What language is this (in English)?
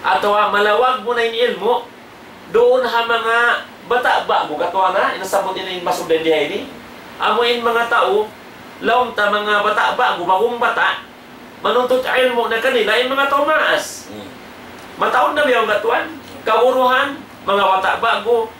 Tausug